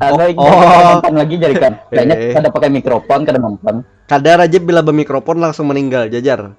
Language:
Banjar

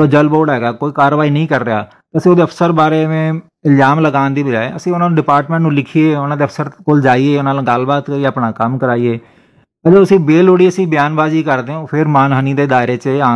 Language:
Punjabi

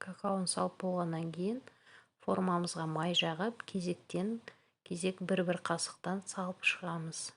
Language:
Kazakh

